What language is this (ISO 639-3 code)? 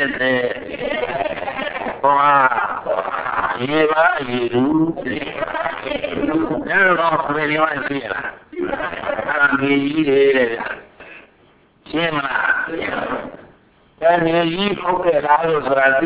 mya